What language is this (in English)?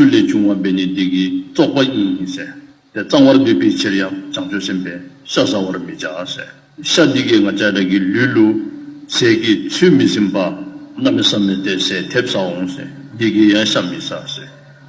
Dzongkha